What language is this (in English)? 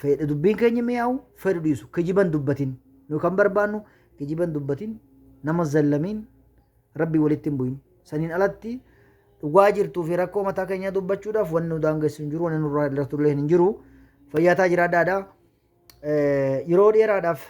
Oromo